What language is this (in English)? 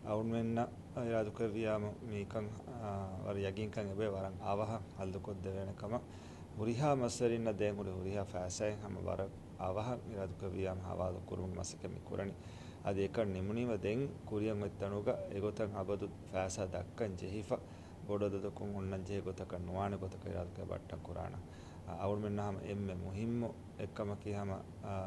Divehi